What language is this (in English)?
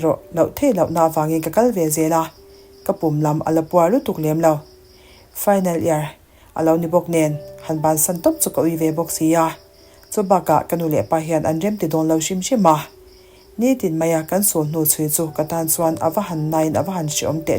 Mizo